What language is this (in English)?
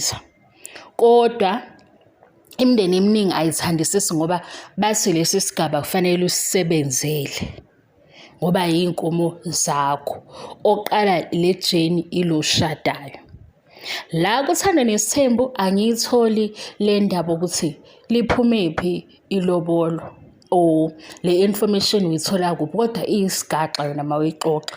Zulu